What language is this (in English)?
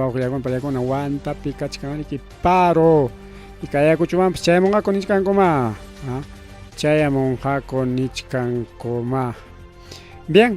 Ayacucho Quechua